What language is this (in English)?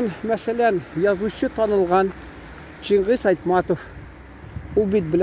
Tatar